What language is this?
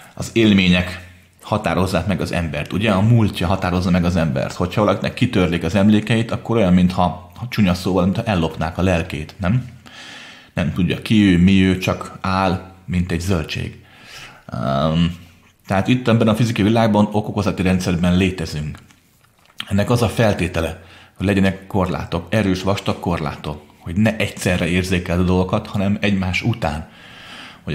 Hungarian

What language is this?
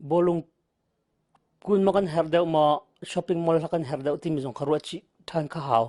Hakha Chin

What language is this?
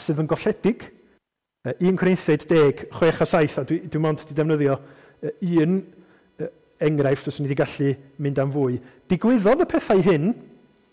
Welsh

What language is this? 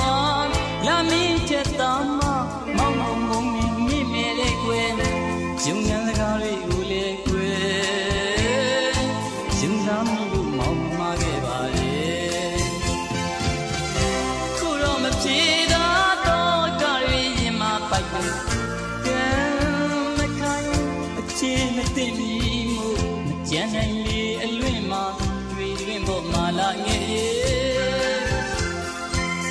Burmese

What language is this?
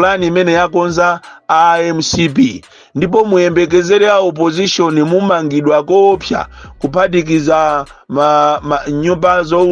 Nyanja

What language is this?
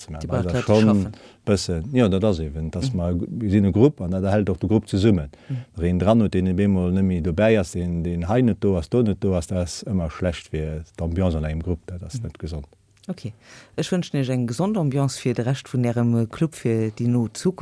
Luxembourgish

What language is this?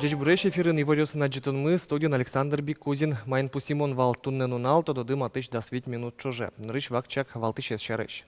Udmurt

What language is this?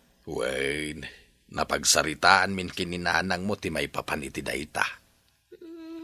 Iloko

